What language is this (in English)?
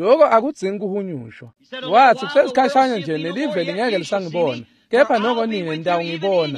Swati